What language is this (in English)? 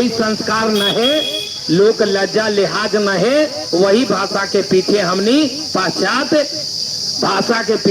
Magahi